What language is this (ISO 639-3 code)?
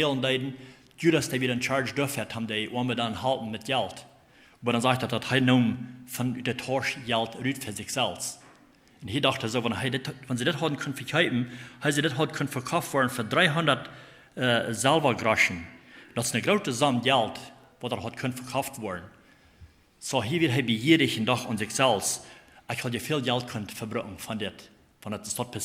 pdt